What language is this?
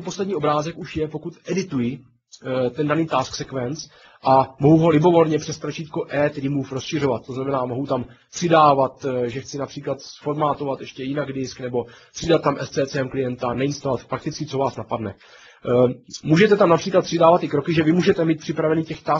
Czech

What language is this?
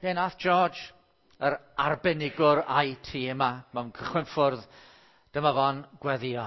Welsh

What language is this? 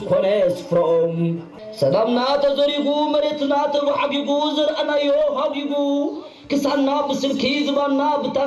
Tigrinya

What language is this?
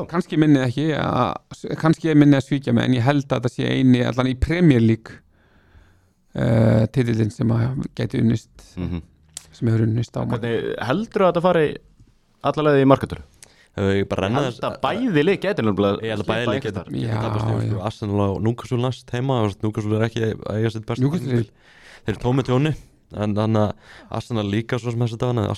Icelandic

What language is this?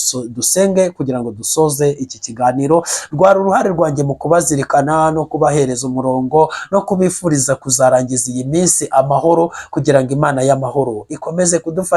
Kinyarwanda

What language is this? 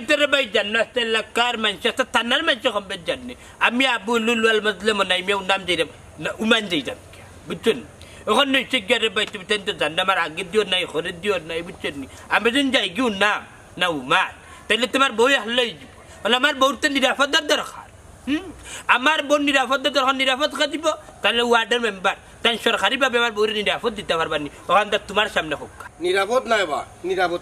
Sylheti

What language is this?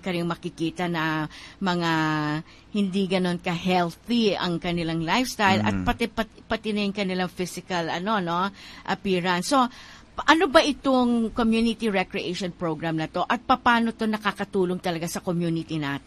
Filipino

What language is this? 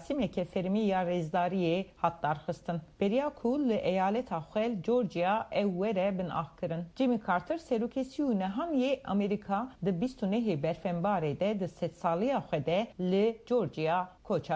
Kurdish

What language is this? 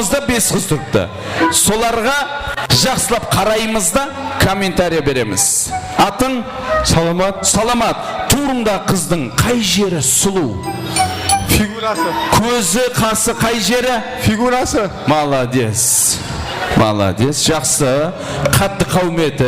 Kara-Kalpak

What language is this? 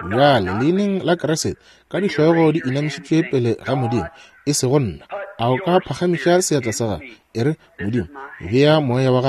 Northern Sotho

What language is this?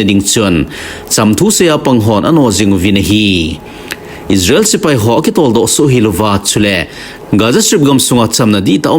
Thado Chin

